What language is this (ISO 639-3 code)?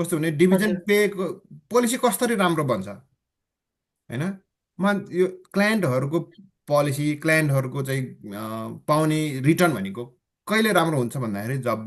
nep